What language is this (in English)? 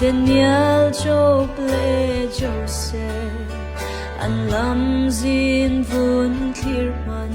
Falam Chin